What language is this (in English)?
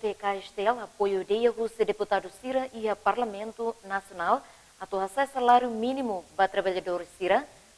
Tetum